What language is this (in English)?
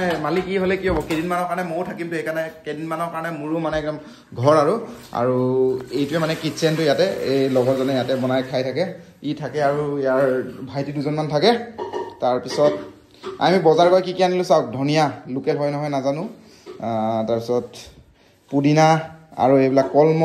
Assamese